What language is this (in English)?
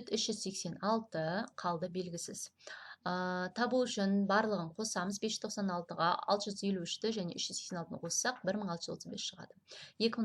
Kazakh